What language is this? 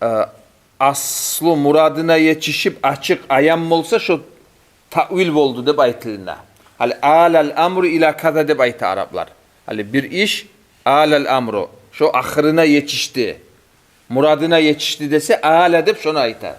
Kumyk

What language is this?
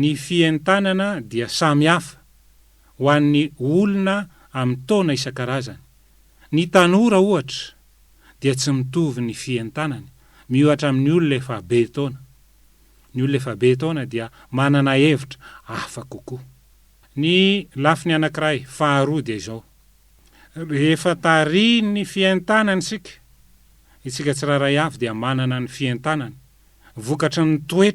Malagasy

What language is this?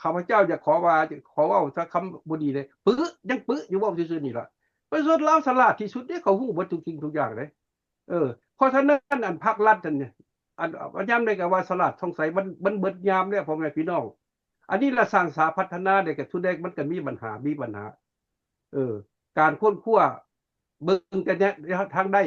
Lao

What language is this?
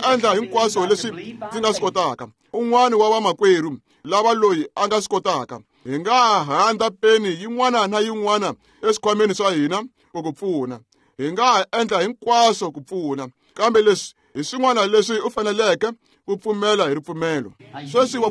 Tsonga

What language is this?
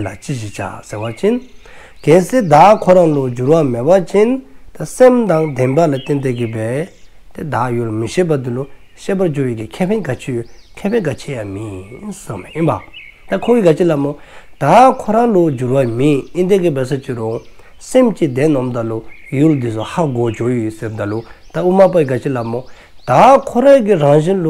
Dzongkha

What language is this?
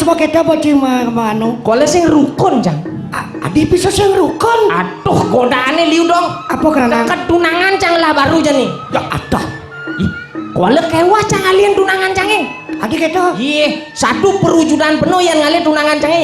Balinese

